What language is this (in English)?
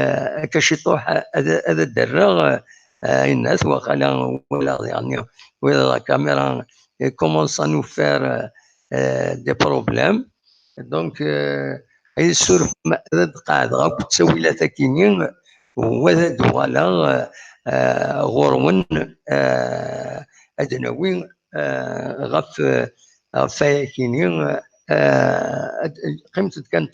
Kabyle